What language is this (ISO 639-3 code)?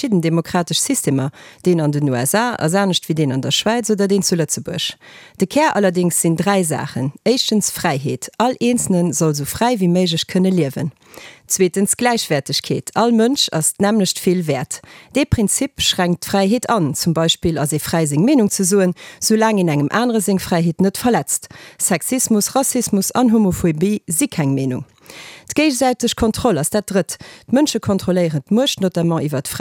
ltz